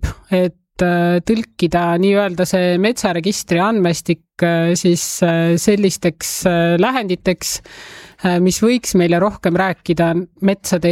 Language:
Estonian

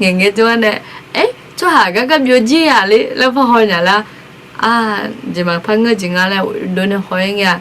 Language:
Akha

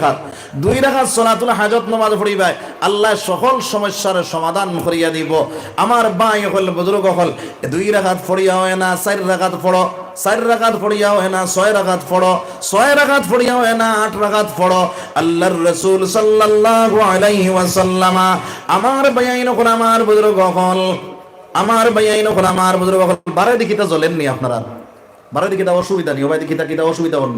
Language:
Sylheti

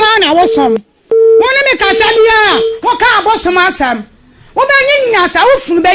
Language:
Akan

